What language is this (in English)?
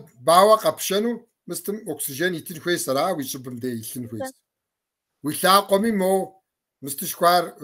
Kabardian